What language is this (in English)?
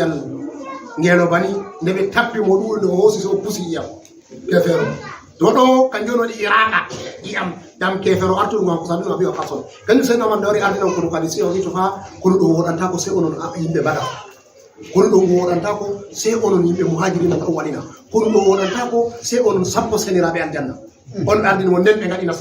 Fula